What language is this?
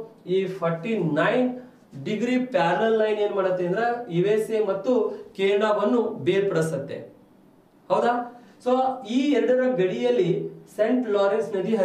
Kannada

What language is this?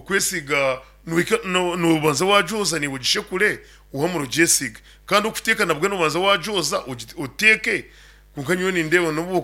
Nyankole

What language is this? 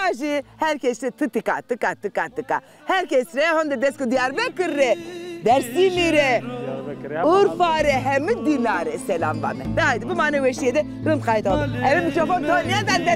Zaza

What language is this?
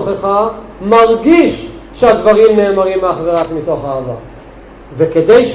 Hebrew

